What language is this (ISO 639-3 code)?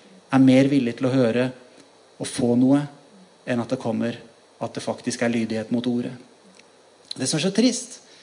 nor